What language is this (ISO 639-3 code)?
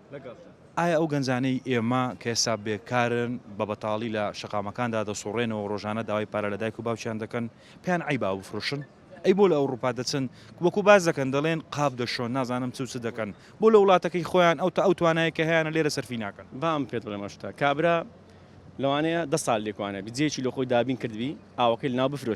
ckb